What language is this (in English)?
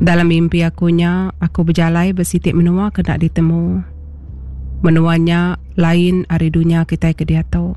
Iban